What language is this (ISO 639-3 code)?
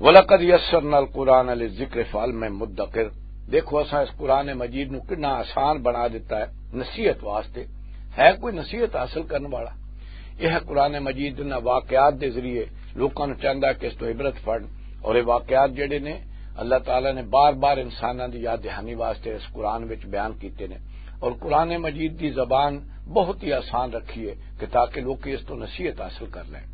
lah